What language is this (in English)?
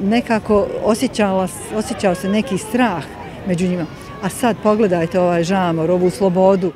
Bosnian